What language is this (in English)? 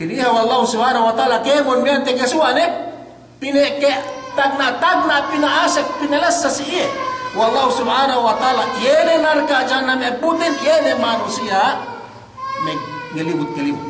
Yakan